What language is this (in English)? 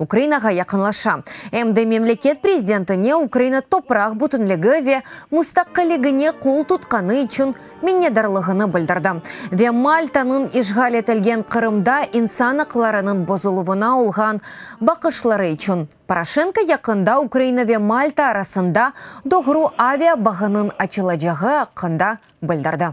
Crimean Tatar